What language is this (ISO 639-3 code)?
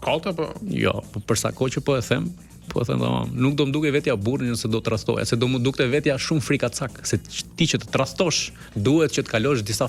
sqi